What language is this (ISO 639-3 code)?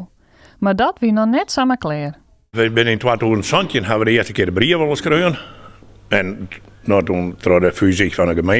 fry